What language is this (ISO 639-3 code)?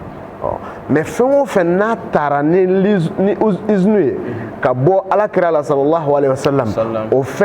bam